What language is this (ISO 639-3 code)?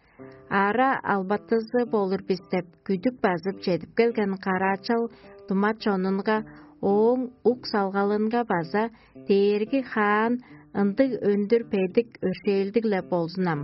tyv